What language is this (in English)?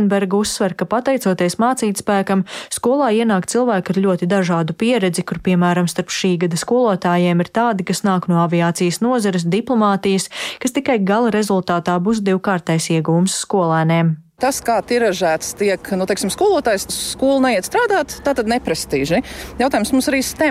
Latvian